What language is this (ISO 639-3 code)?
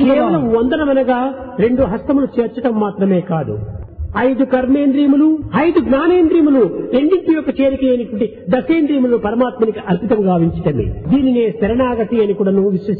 tel